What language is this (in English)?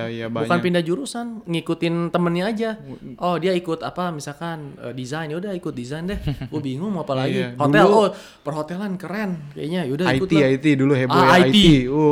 Indonesian